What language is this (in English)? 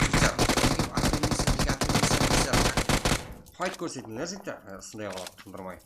Kara-Kalpak